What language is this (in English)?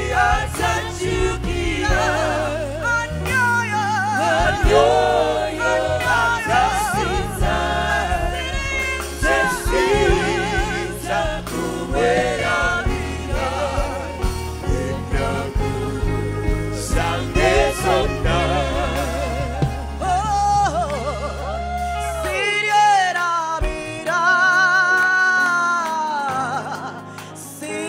Ganda